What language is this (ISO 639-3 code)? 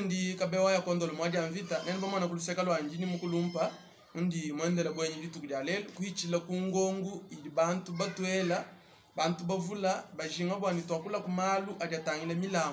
lua